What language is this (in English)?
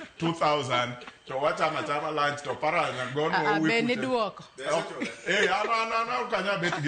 Luo (Kenya and Tanzania)